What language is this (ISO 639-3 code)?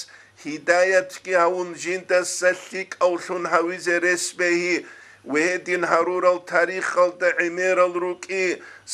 ava